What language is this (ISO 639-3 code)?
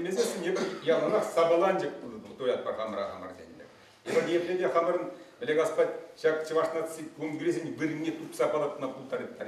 chv